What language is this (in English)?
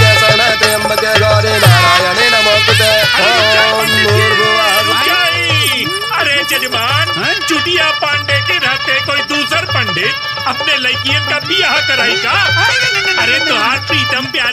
Bhojpuri